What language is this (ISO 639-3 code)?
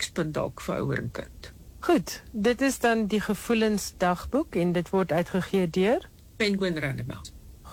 afr